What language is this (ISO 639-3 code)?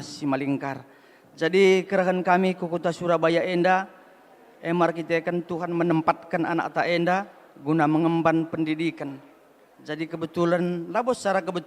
btx